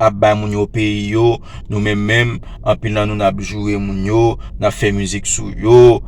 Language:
Haitian Creole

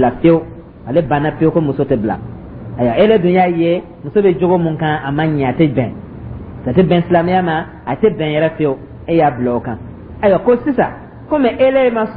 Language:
Dyula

